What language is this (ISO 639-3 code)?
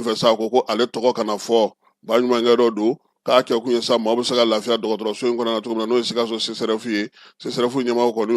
bam